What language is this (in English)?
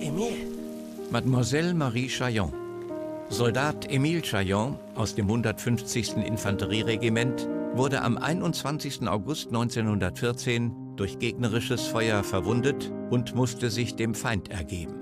Bavarian